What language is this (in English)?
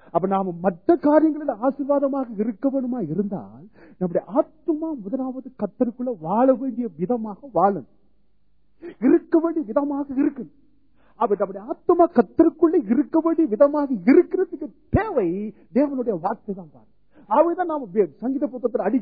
Tamil